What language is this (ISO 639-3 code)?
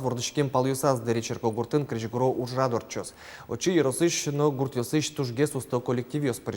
udm